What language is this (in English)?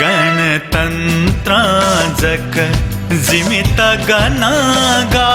Newari